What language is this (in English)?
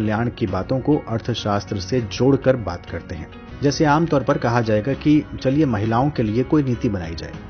Hindi